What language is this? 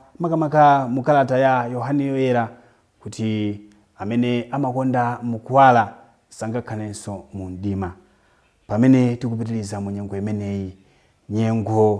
Nyanja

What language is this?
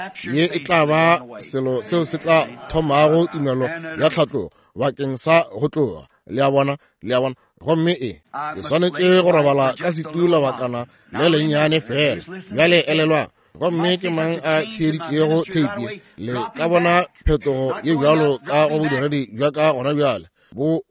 Northern Sotho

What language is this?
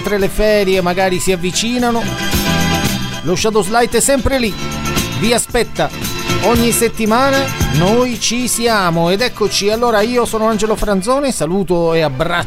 Italian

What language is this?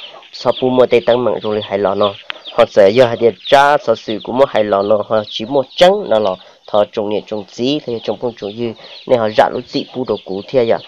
Hmong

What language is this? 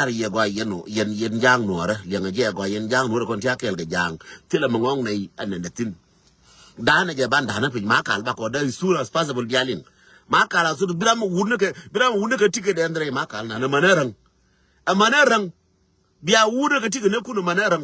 Nuer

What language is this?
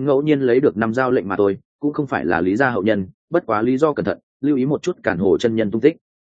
Vietnamese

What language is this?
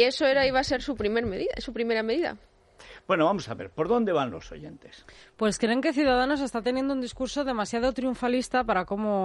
Spanish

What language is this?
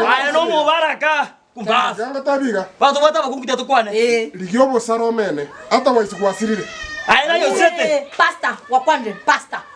Gusii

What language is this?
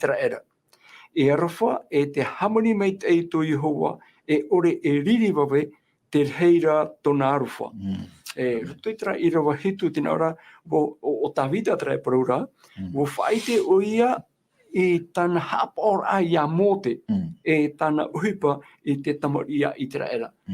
Tahitian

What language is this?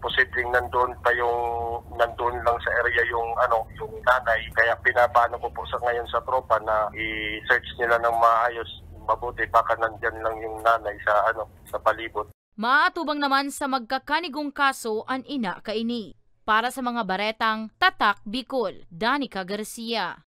Bikol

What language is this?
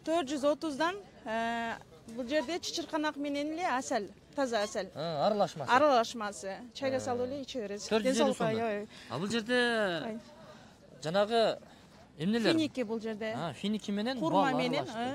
Kyrgyz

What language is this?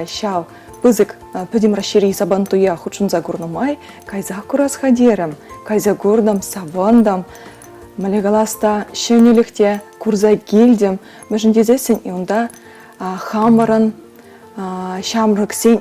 Chuvash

